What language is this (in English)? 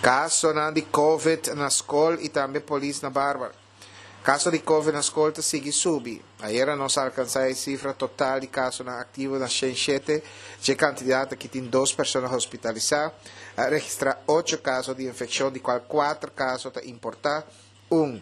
Papiamento